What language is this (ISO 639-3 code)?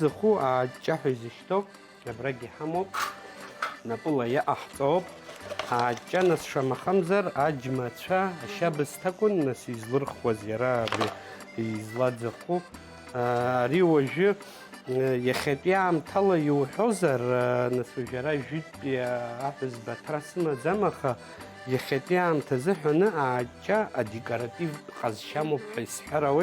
abk